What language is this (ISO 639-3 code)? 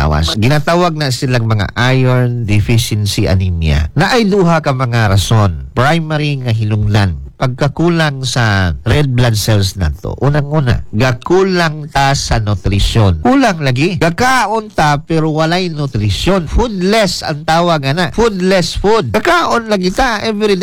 ceb